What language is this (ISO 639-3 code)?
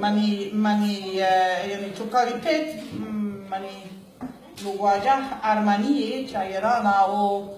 bal